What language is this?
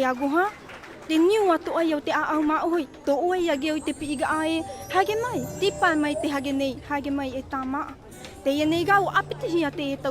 Tahitian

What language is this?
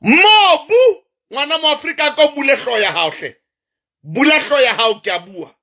Southern Sotho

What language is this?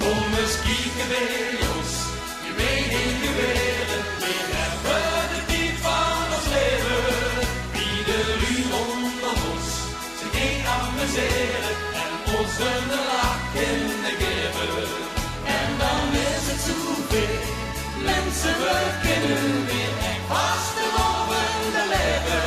Limburgish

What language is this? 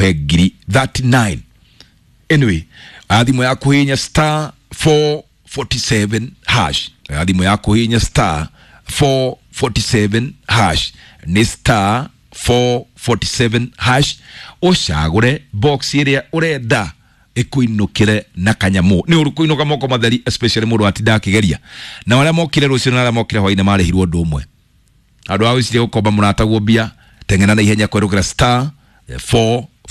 Kikuyu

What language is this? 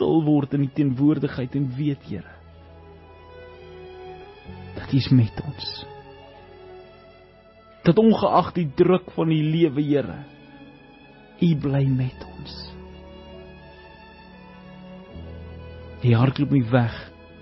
Afrikaans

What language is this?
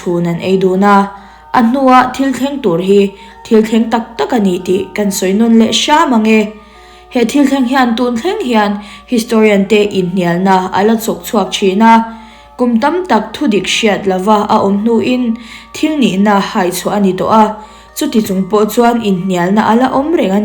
Mizo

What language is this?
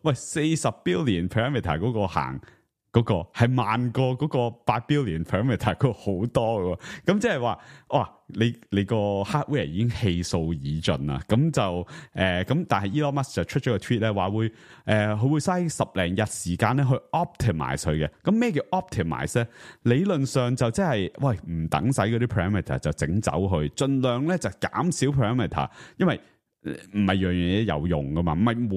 Cantonese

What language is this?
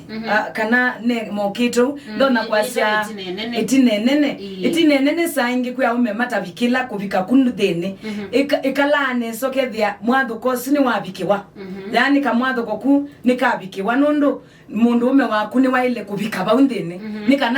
Kamba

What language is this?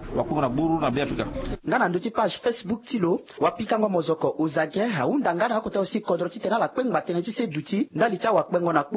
Sango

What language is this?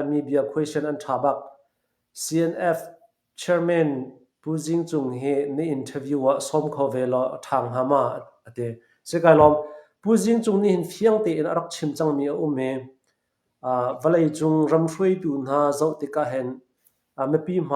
Hakha Chin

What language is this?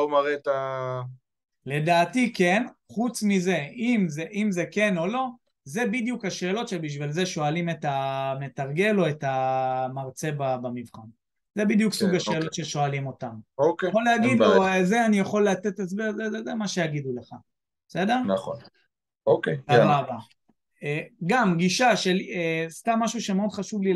Hebrew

